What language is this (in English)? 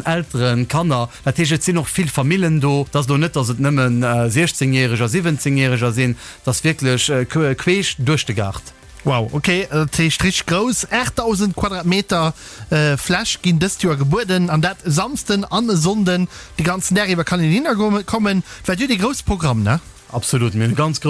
Luxembourgish